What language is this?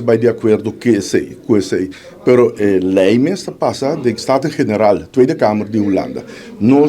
Papiamento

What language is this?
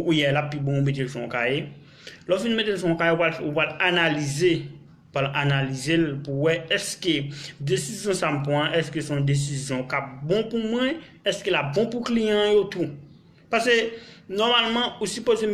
Haitian Creole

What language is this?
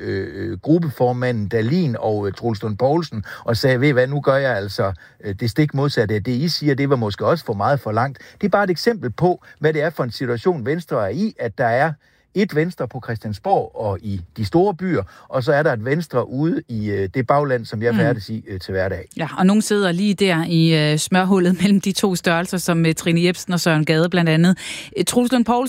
Danish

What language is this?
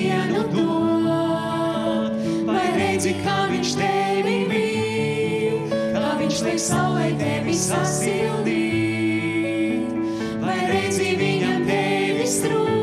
Latvian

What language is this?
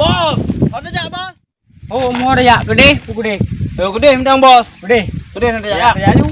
Achinese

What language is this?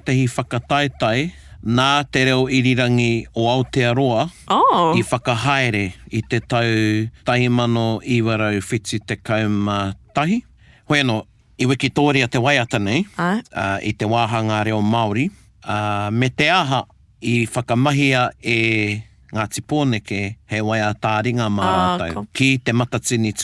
Māori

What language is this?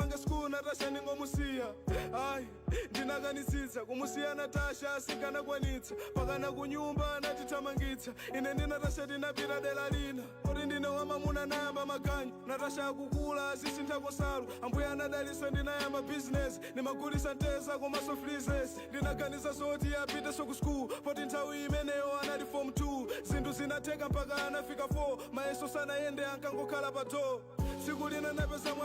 Nyanja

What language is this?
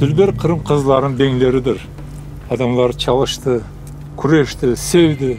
Crimean Tatar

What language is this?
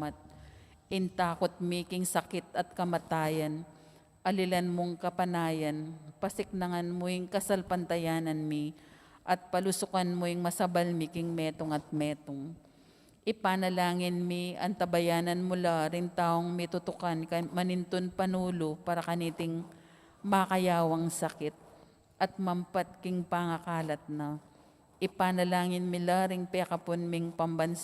Pampanga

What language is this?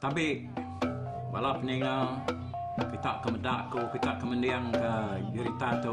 Iban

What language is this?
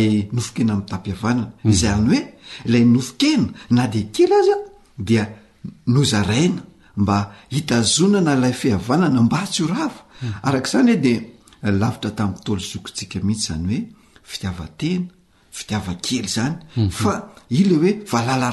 Malagasy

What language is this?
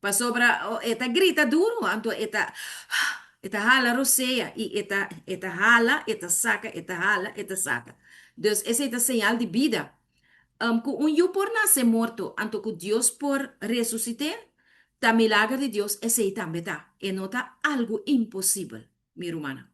Papiamento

